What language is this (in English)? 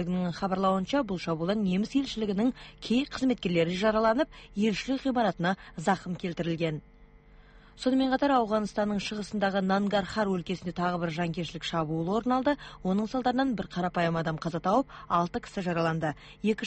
Kazakh